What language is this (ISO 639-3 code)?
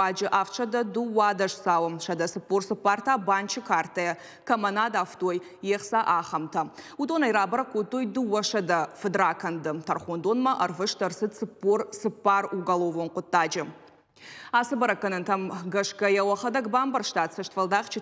oss